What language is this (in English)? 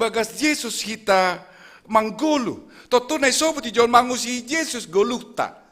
Batak Simalungun